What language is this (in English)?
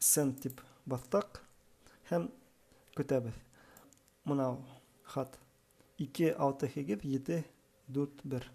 Bashkir